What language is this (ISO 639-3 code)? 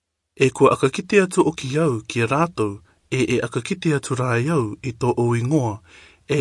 rar